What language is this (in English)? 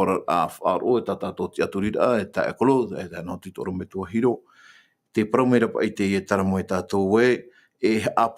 Tahitian